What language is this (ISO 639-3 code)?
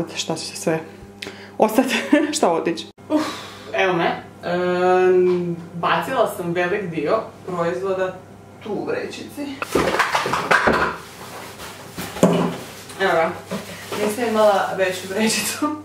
hrv